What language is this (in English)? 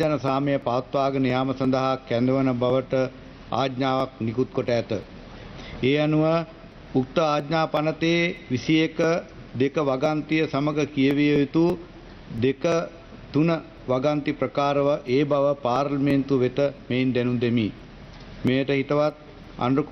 Sinhala